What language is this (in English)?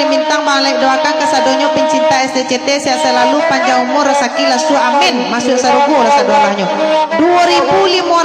Minangkabau